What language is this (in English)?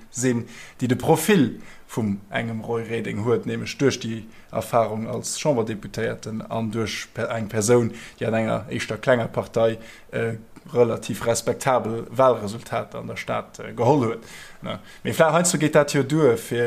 Luxembourgish